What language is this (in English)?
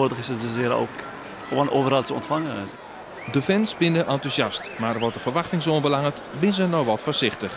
Western Frisian